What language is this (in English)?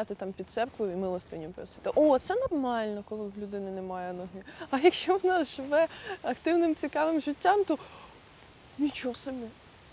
Ukrainian